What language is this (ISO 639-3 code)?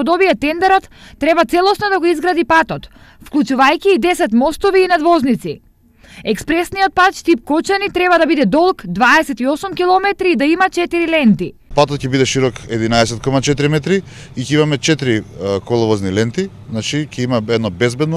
mkd